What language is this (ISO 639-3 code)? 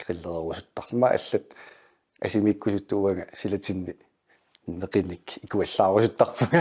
kal